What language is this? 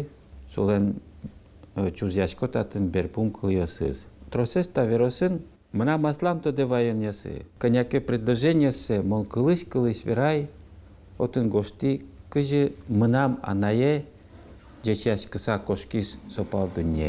Udmurt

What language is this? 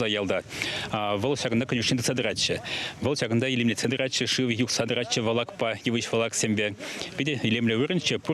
Chuvash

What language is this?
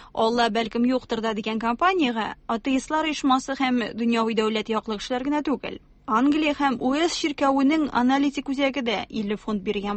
Tatar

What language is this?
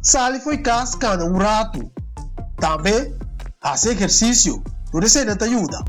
Papiamento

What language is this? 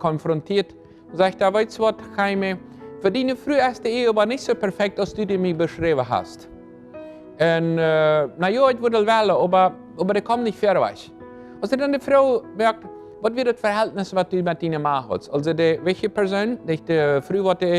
Plautdietsch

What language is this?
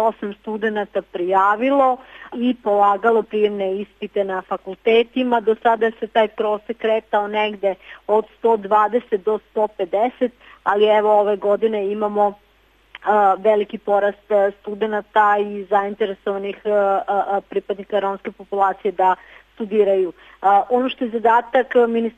Serbian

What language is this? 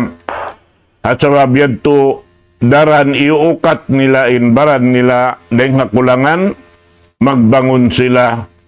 Tausug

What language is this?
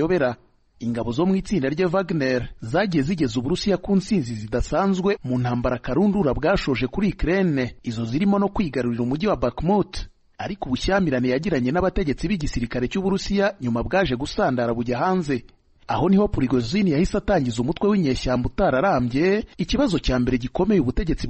Kinyarwanda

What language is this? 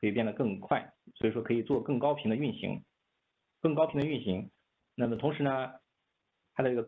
Chinese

